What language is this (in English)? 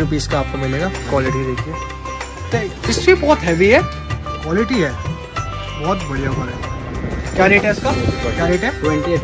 Hindi